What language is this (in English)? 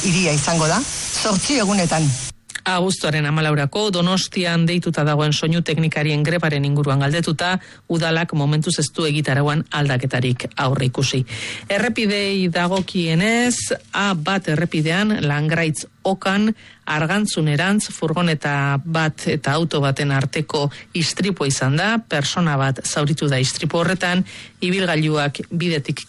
Basque